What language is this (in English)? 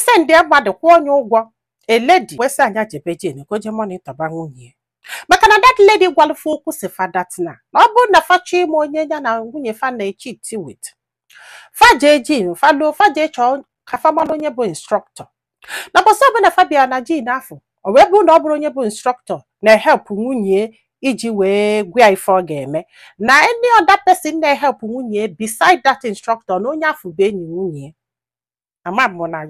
Igbo